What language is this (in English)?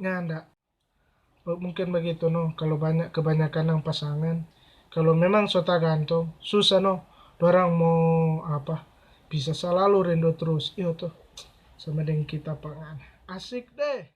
Manado Malay